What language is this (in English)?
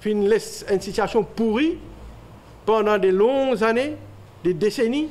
Morisyen